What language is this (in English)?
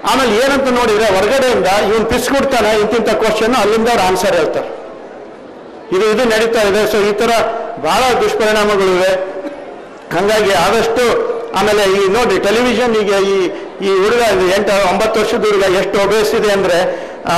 Kannada